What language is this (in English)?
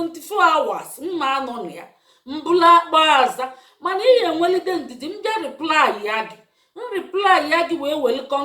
Igbo